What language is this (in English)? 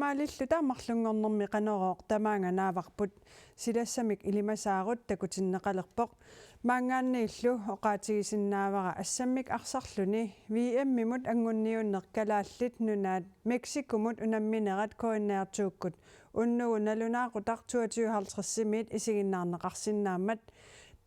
Kalaallisut